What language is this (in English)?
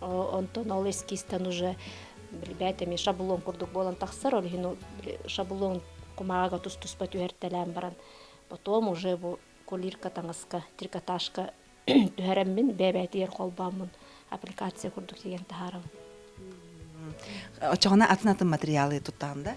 Yakut